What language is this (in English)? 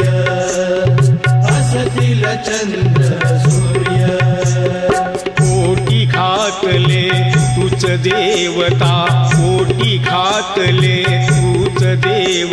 Marathi